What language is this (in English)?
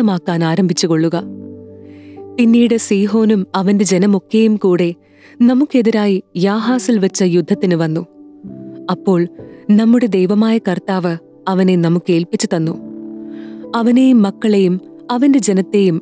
Malayalam